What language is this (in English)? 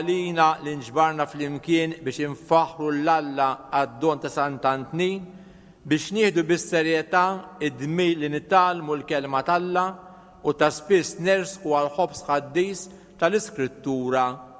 Maltese